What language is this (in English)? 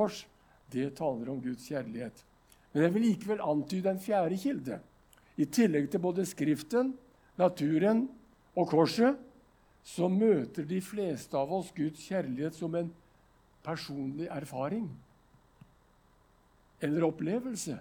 Norwegian